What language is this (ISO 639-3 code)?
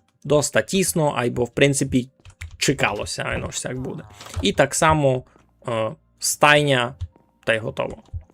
rue